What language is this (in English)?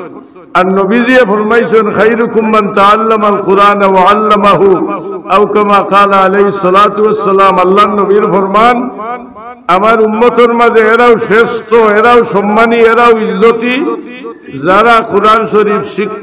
Sylheti